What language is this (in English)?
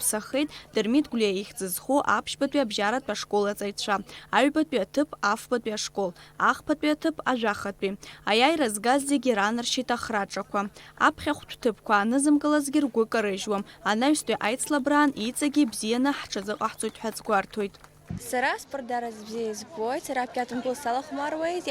Abkhazian